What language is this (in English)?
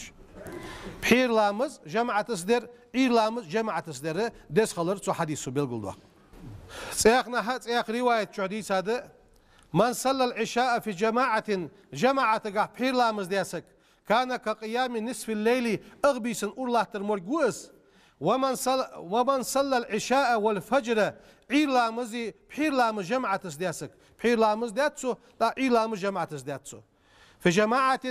Ingush